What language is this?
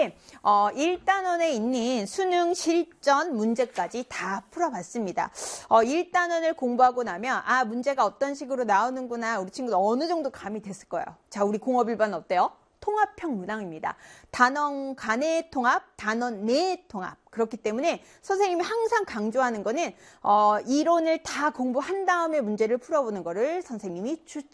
Korean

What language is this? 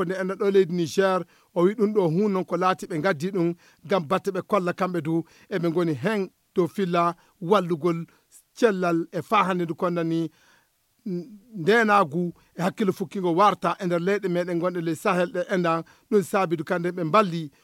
Fula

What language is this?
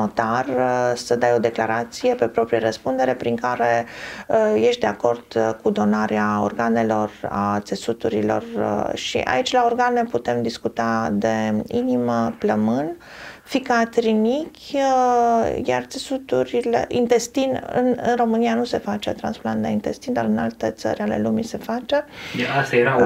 Romanian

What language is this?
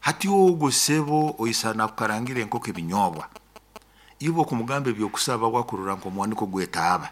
Nyoro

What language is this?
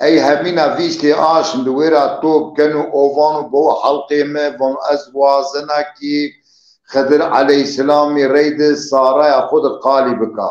Zaza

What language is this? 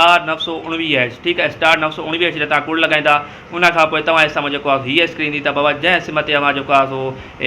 Sindhi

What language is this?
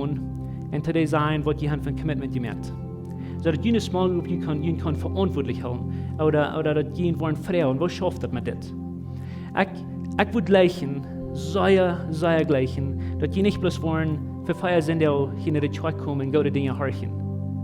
Plautdietsch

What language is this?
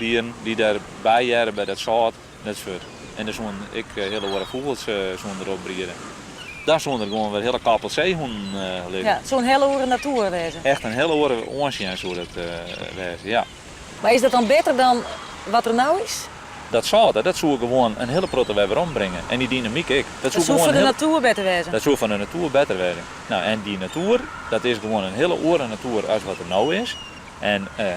Western Frisian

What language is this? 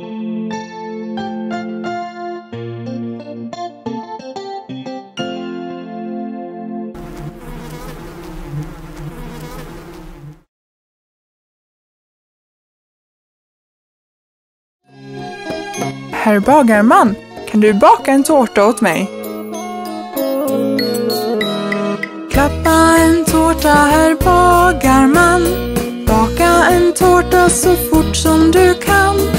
Swedish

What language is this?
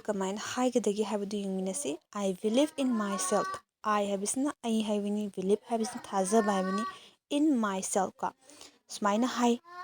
Manipuri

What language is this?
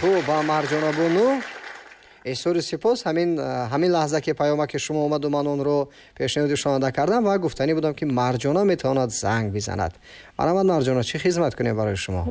Tajik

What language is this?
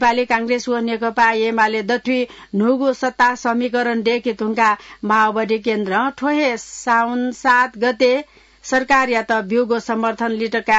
Newari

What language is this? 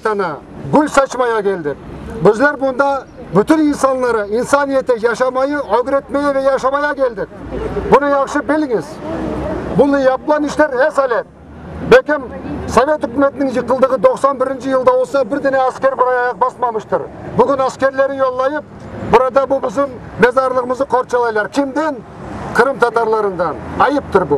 Crimean Tatar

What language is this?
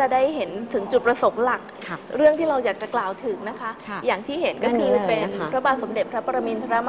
Thai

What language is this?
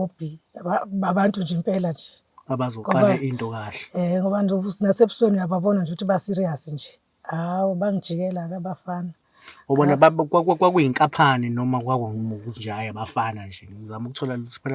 Zulu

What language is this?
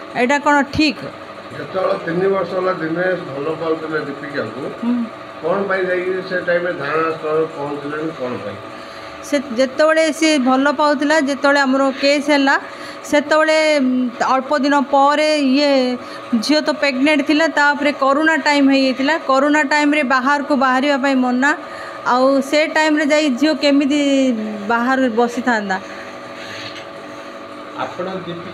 Odia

